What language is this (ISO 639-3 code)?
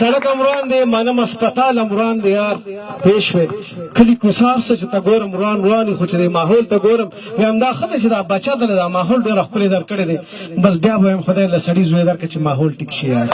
pus